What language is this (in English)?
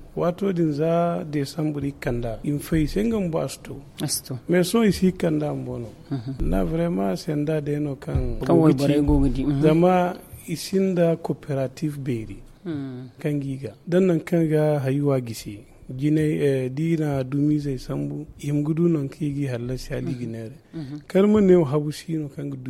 Zarma